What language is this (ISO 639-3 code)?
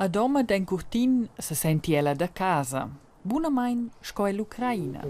roh